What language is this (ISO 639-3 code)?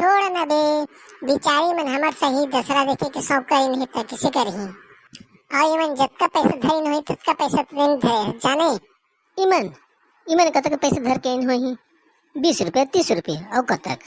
hne